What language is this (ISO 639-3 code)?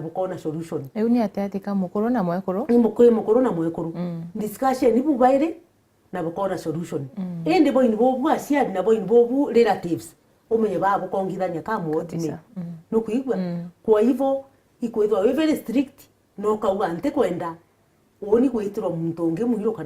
mer